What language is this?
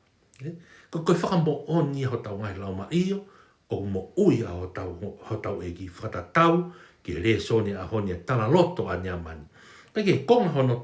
Tongan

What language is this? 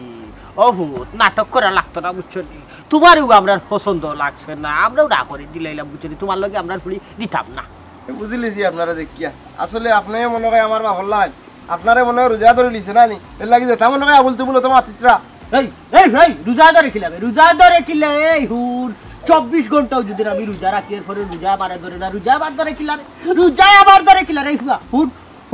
Sylheti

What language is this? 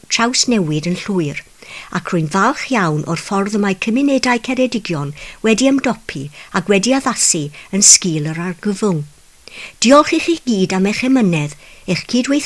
Welsh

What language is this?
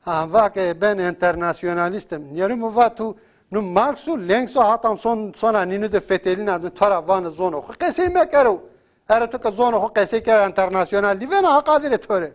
Zaza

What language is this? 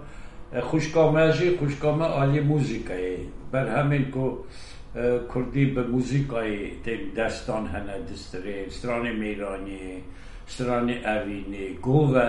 Kurdish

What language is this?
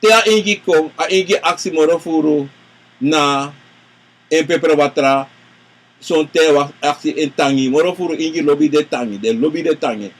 Sranan Tongo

